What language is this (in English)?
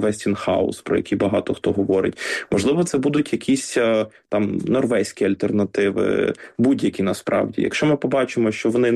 Ukrainian